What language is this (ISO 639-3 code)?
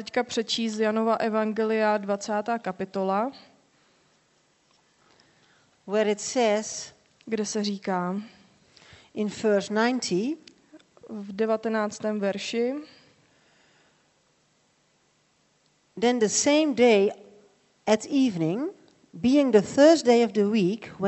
ces